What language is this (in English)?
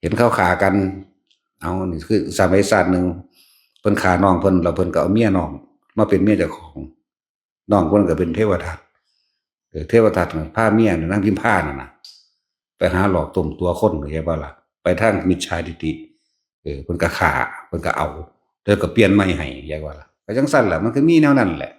Northeastern Thai